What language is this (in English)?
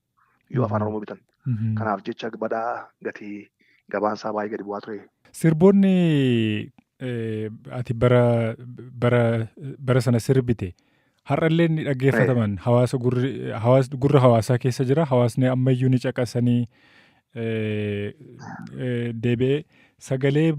Oromo